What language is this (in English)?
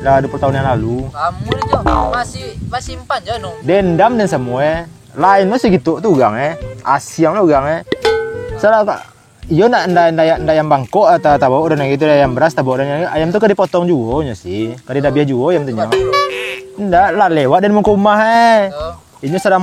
Minangkabau